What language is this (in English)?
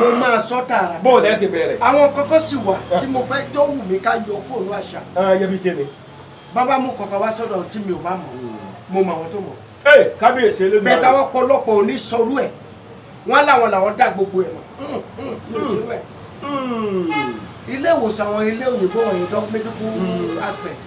Yoruba